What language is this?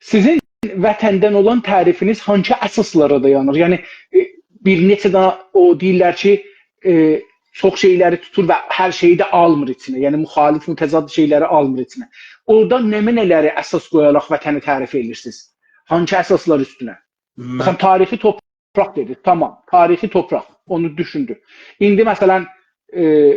South Azerbaijani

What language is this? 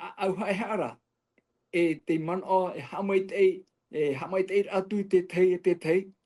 Tahitian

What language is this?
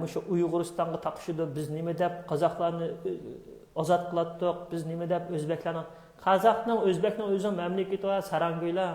Uyghur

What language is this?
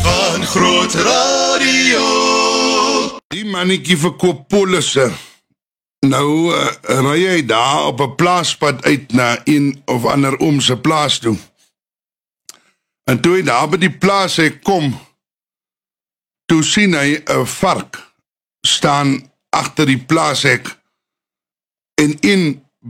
Afrikaans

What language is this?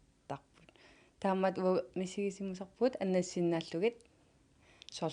Kalaallisut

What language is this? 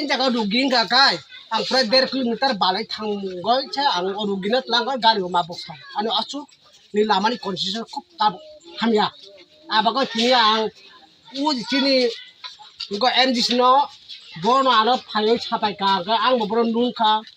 Kok Borok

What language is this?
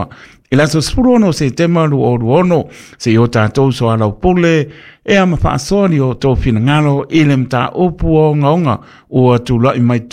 Samoan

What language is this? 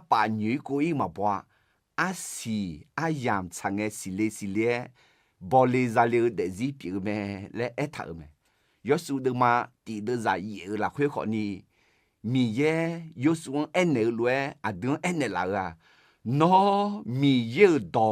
Akha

